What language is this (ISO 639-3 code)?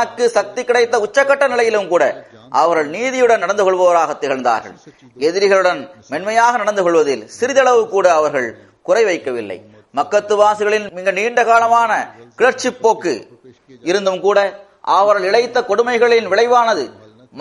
tam